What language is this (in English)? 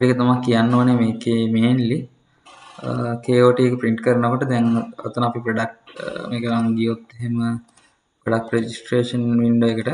Sinhala